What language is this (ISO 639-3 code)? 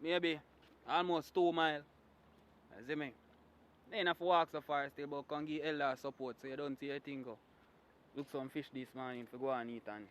jam